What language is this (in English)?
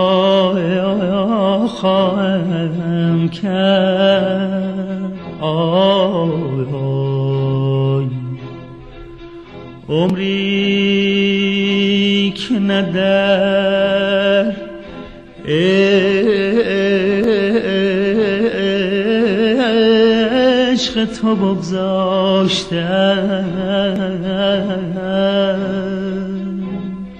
Persian